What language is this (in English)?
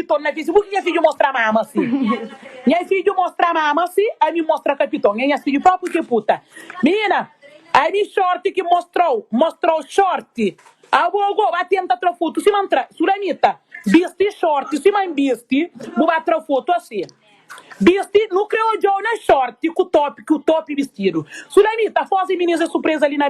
Kabuverdianu